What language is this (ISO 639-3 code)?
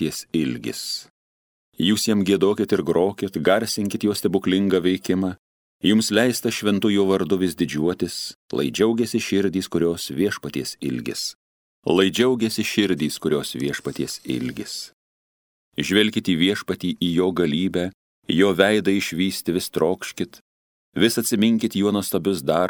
lit